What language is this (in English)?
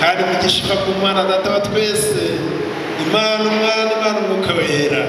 Kinyarwanda